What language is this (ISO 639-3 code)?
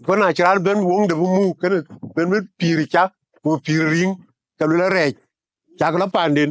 din